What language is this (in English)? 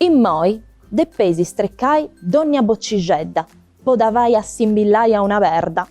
Sardinian